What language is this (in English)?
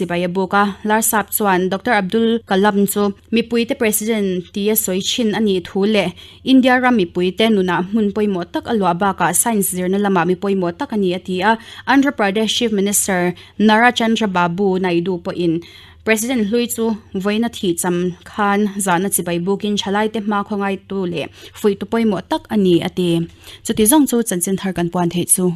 Mizo